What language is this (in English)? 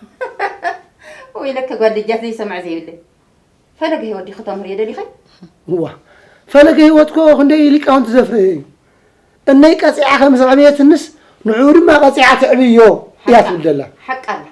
Tigrinya